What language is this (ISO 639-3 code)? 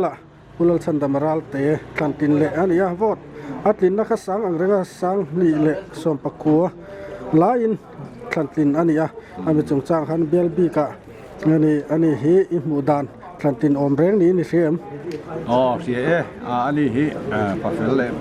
lus